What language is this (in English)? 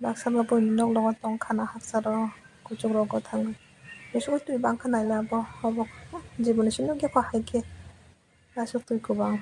Kok Borok